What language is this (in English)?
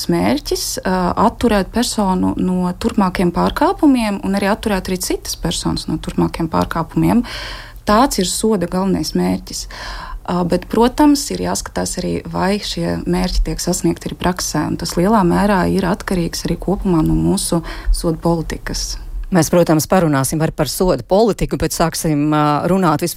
Latvian